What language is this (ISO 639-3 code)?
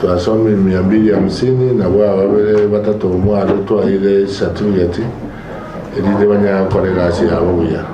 guz